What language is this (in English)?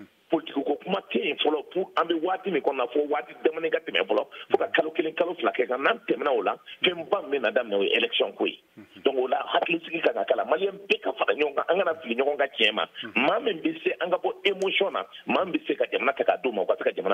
Bambara